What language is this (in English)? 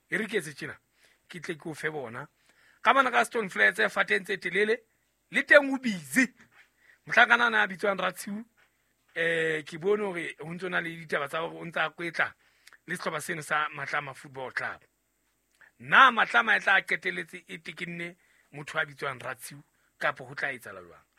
Southern Sotho